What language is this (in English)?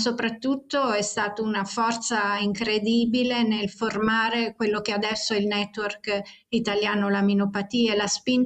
Italian